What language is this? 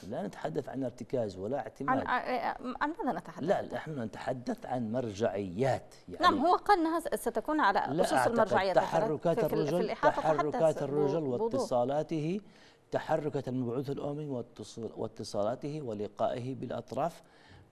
Arabic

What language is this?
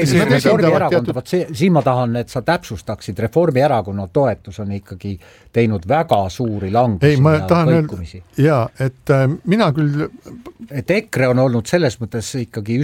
Estonian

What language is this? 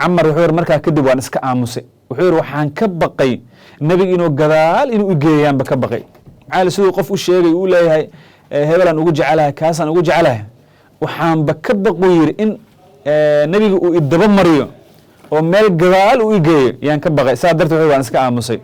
Somali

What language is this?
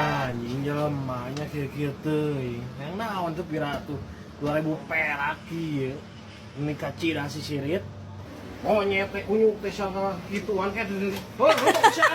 Sundanese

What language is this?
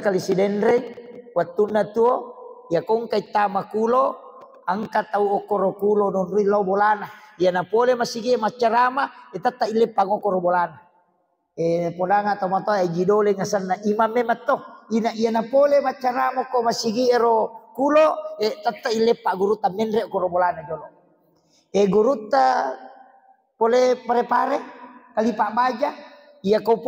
Buginese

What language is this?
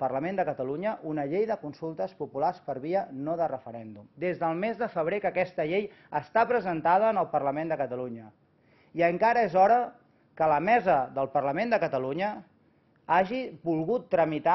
Catalan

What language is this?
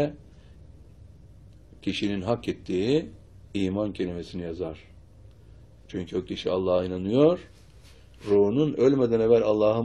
Turkish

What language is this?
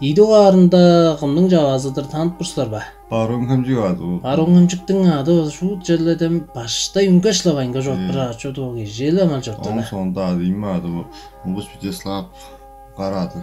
Tuvinian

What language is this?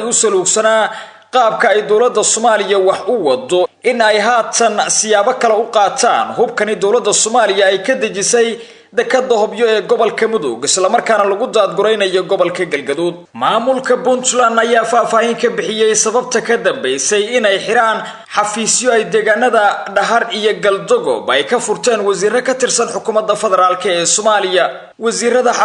Somali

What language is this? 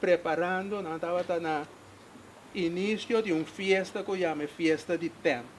Papiamento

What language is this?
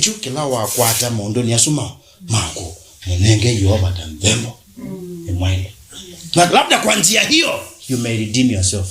Kamba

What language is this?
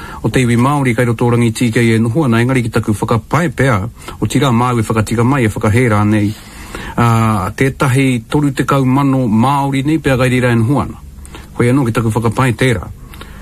Māori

